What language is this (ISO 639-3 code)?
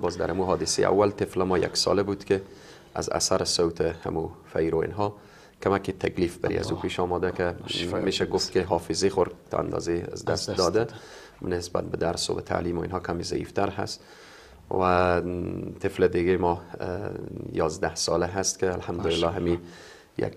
fas